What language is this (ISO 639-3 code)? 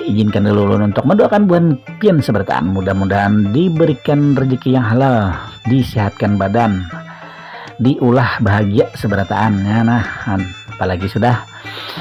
bjn